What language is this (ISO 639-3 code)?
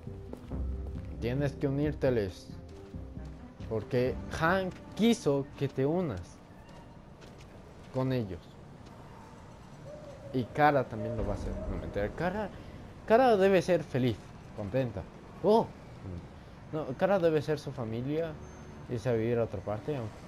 spa